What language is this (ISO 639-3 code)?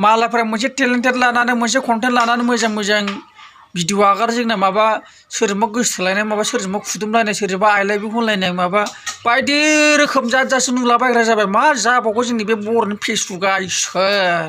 brx